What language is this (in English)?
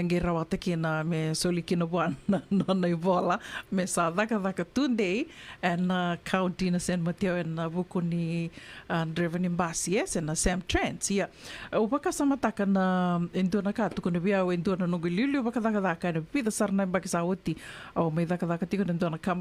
Fijian